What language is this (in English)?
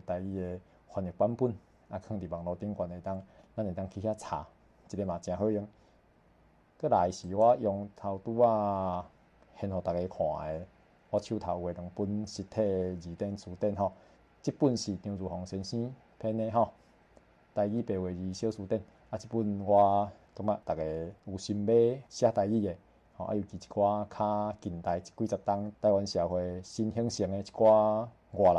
Min Nan Chinese